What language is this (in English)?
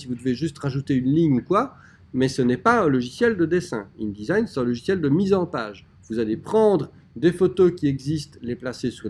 French